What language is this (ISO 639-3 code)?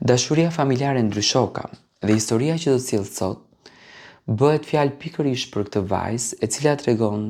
sqi